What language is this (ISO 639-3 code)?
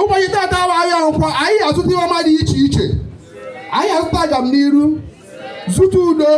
ibo